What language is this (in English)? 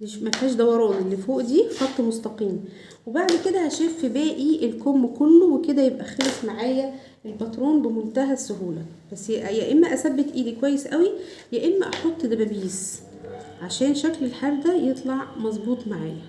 Egyptian Arabic